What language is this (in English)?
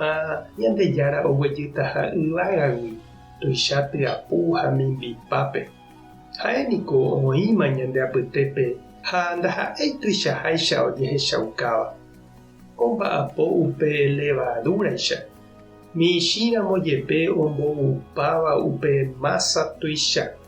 Guarani